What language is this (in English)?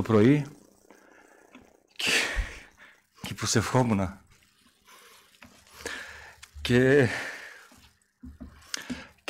Greek